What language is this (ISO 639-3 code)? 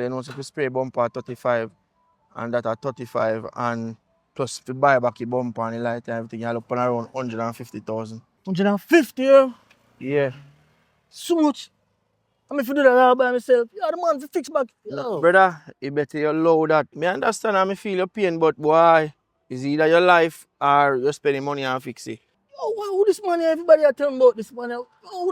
jam